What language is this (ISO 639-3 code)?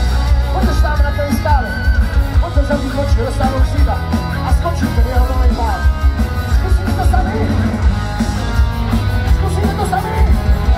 ces